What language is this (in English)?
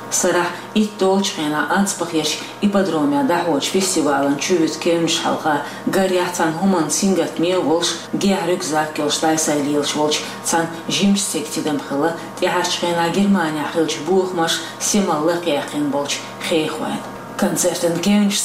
Chechen